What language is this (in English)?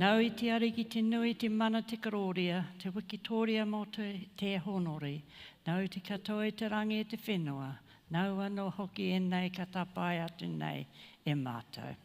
Māori